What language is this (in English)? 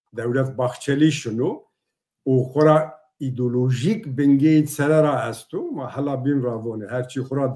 Zaza